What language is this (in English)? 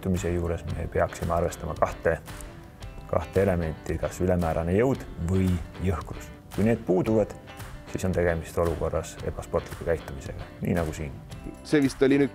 Estonian